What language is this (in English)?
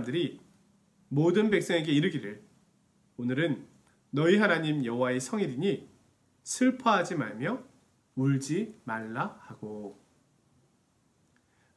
Korean